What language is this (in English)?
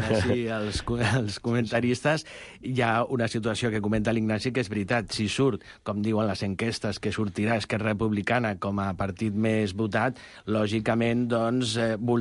Catalan